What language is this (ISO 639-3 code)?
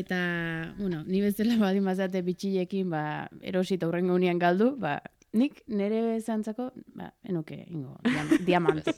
eus